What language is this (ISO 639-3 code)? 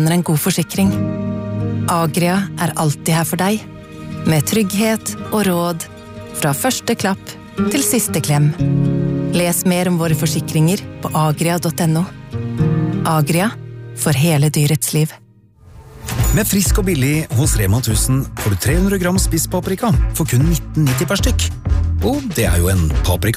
nor